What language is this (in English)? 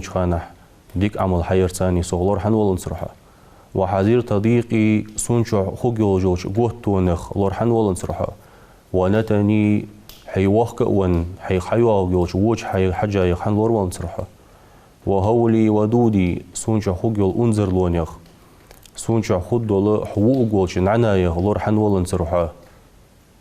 Ingush